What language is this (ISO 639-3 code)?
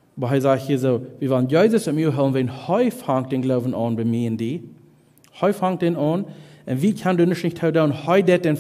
pdt